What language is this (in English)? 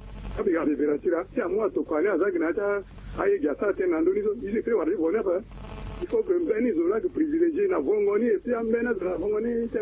Sango